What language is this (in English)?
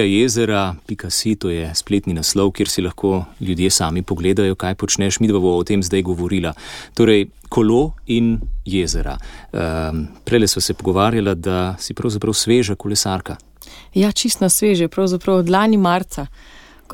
Slovenian